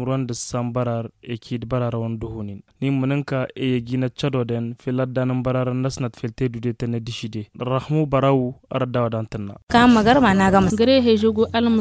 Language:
Tamasheq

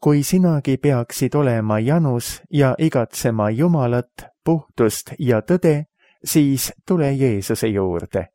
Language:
Estonian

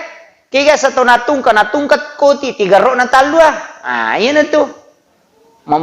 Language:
Buginese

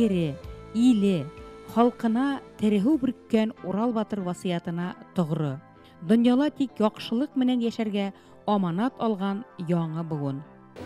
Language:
Bashkir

